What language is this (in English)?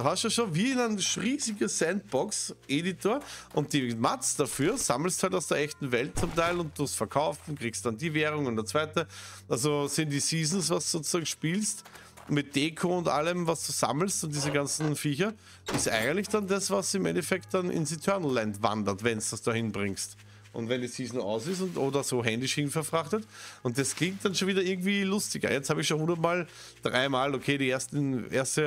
German